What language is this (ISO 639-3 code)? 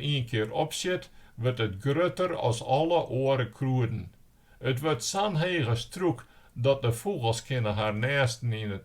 fry